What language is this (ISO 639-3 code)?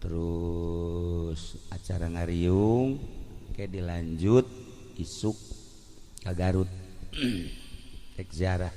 sun